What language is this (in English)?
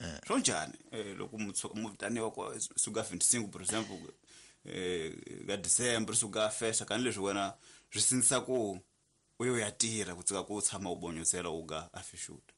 Tsonga